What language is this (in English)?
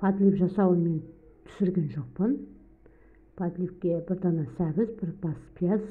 Kazakh